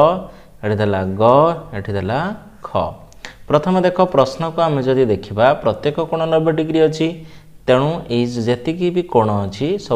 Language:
Odia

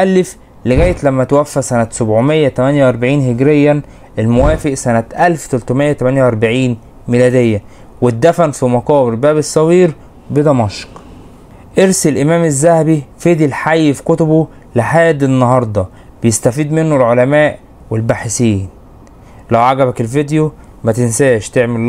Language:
Egyptian Arabic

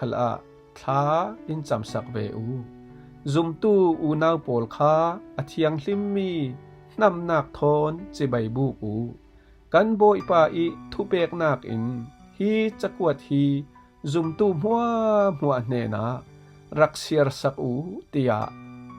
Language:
Falam Chin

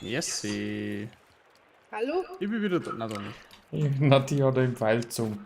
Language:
Bavarian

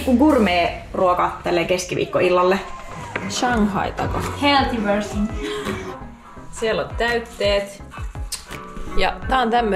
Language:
Finnish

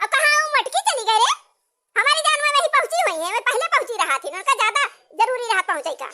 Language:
Awadhi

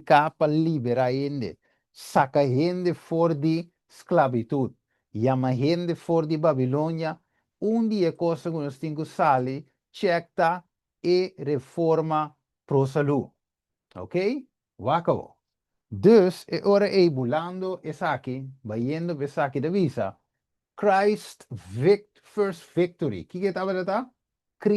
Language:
Papiamento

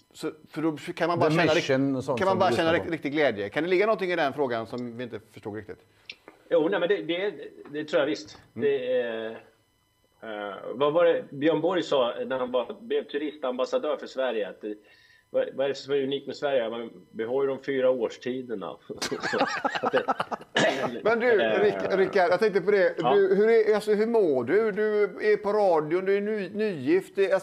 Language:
Swedish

